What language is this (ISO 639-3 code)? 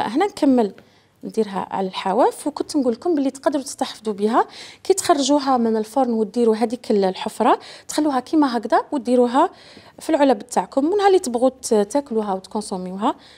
arq